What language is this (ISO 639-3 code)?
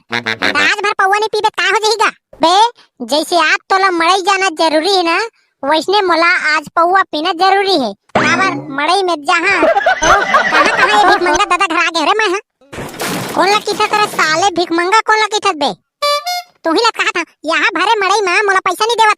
hne